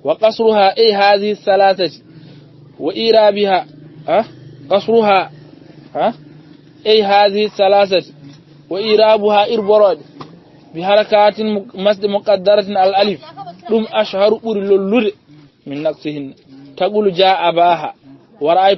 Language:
Fula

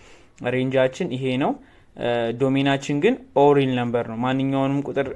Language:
Amharic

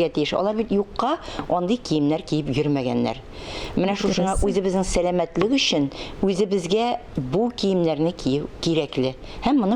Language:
Tatar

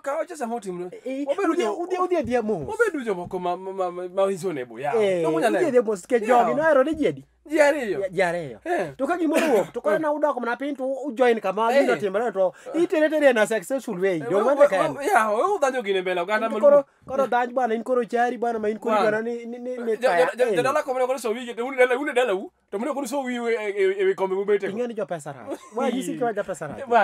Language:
Luo (Kenya and Tanzania)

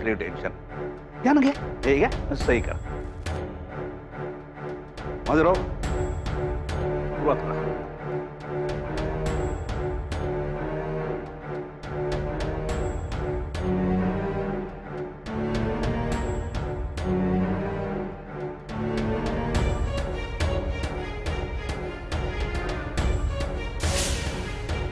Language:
Marathi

